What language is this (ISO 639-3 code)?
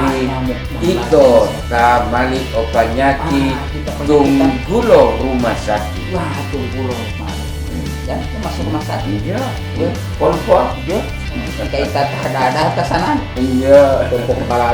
gor